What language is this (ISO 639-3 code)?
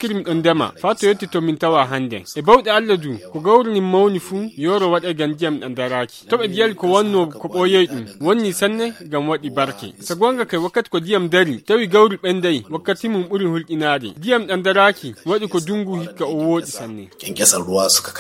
ful